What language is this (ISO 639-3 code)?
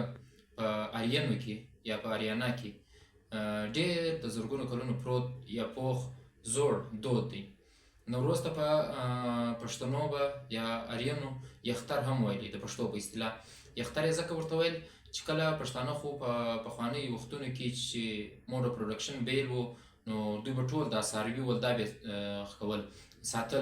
pus